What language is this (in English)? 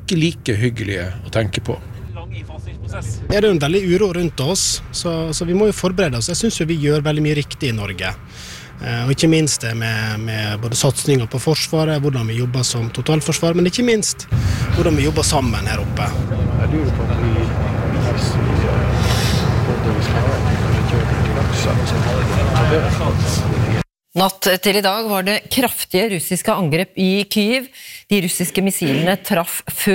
Norwegian